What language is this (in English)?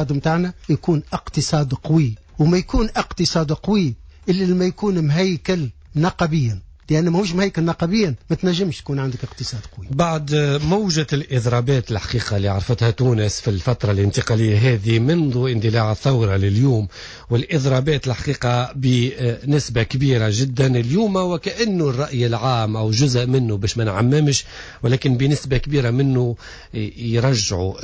Tunisian Arabic